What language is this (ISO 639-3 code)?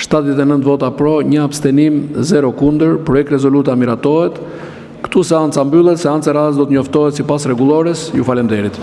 sqi